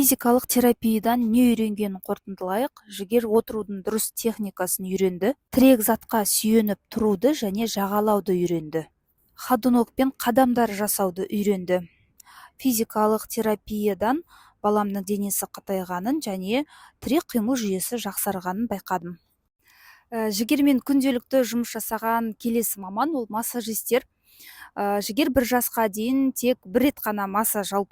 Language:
Kazakh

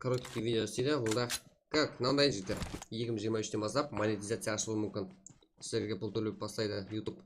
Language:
Kara-Kalpak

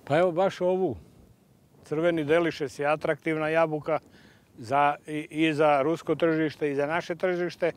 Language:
Serbian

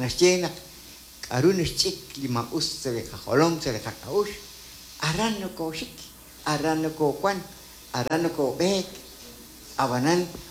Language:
Kekchí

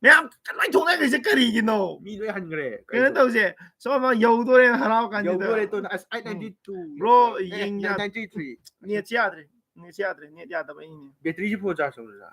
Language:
Manipuri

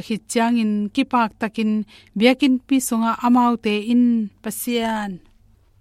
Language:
Tedim Chin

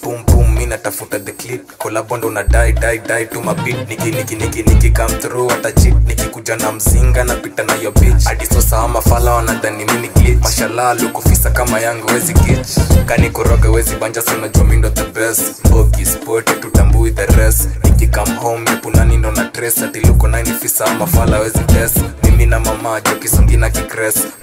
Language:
Swahili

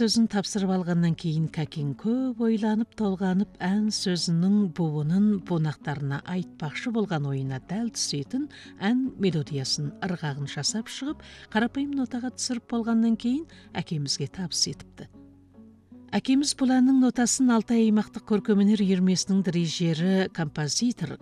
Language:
Kazakh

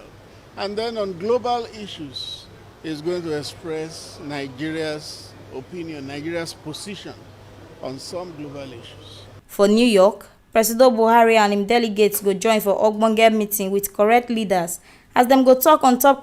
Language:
Nigerian Pidgin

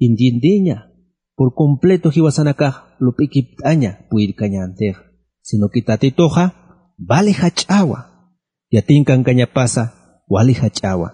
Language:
Aymara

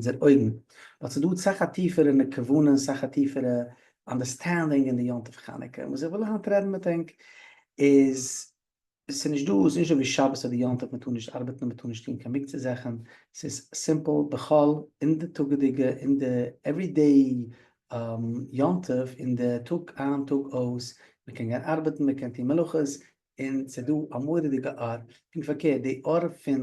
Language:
Yiddish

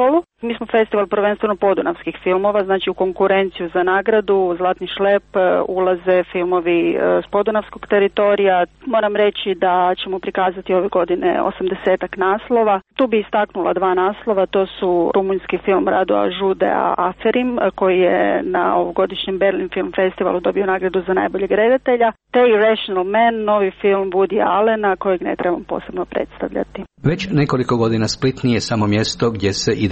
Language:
Croatian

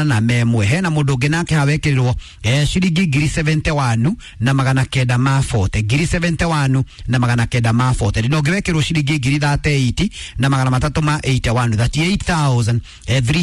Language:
Kikuyu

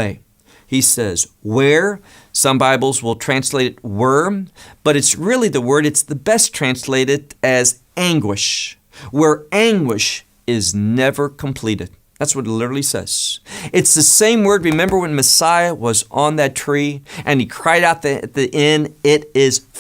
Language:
English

